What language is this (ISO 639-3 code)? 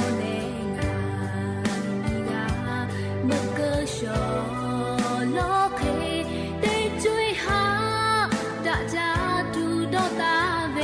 lhu